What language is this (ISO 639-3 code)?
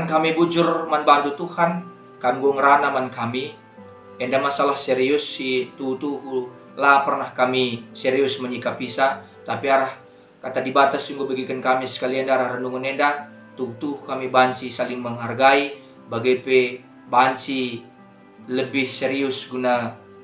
btx